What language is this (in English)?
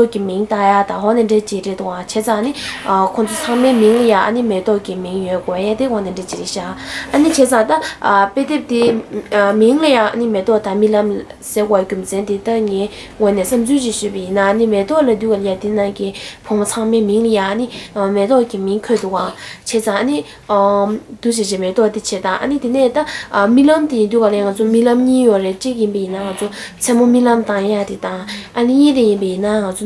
Tibetan